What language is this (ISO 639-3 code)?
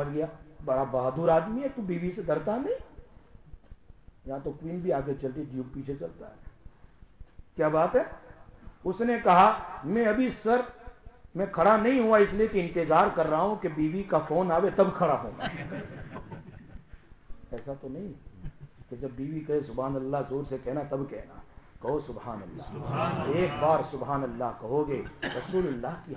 urd